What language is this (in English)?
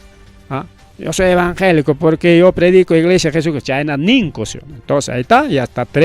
Ayacucho Quechua